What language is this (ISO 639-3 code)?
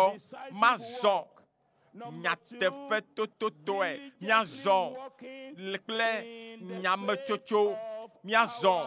ewe